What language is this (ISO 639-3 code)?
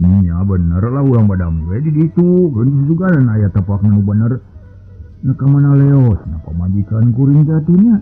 sun